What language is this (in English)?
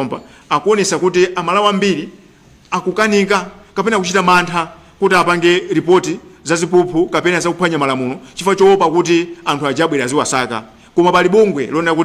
Nyanja